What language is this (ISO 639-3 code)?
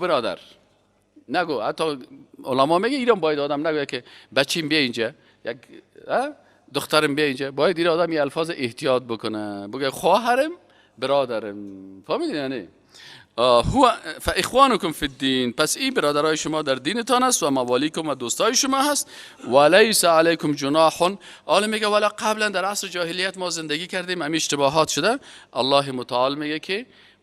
fas